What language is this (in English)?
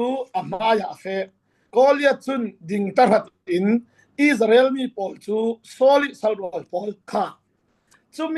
Falam Chin